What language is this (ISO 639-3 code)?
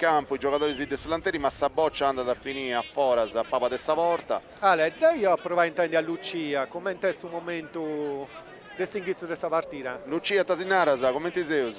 srd